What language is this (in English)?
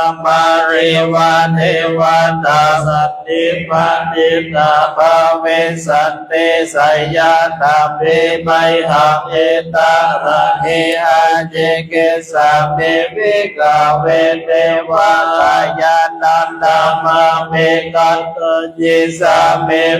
Pali